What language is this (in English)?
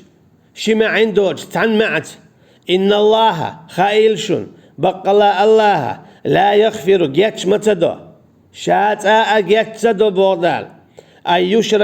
Chechen